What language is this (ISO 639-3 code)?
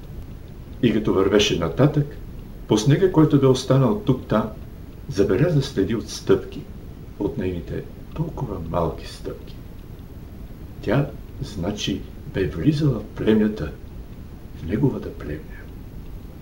bul